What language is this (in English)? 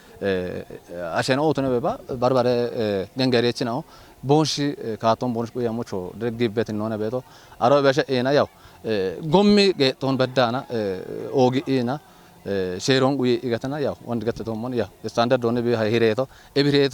Kafa